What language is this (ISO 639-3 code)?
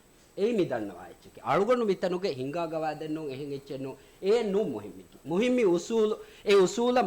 div